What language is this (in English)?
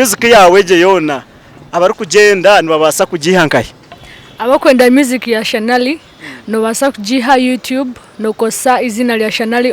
Nyankole